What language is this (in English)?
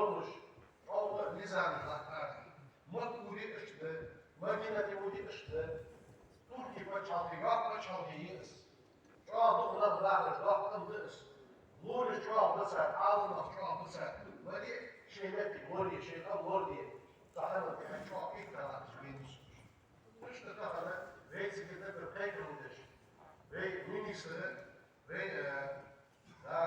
Ingush